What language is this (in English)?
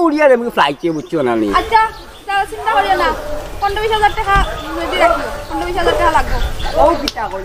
Sylheti